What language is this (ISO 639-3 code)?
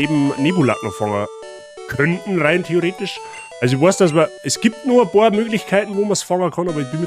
bar